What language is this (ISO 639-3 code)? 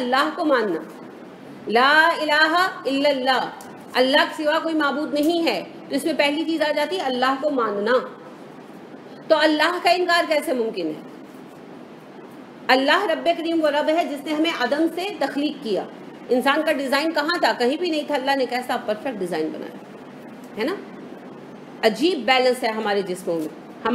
urd